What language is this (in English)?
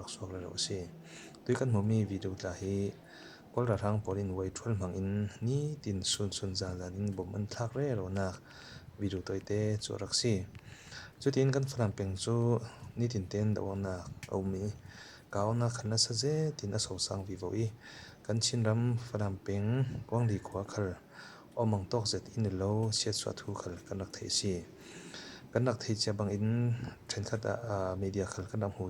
Falam Chin